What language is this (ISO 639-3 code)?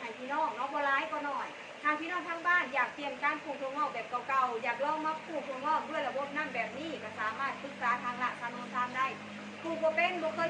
tts